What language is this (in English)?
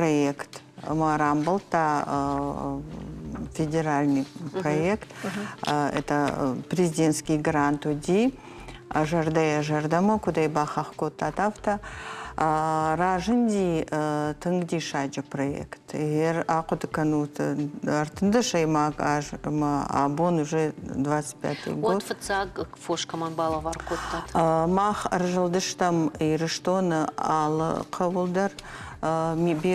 Ossetic